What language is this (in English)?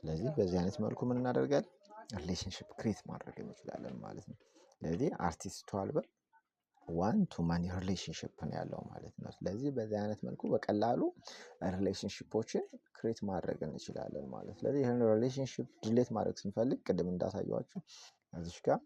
Amharic